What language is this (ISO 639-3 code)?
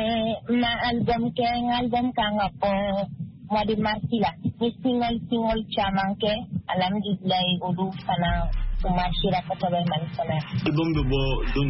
bam